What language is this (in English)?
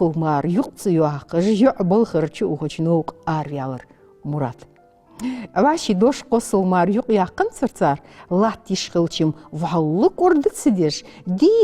Ingush